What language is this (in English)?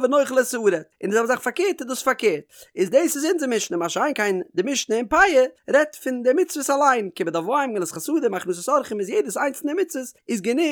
Yiddish